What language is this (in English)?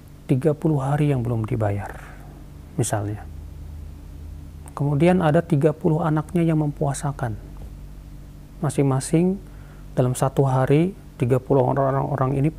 Indonesian